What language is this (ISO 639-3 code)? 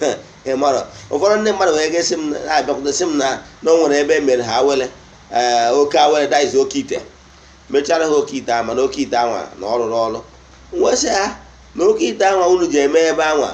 ibo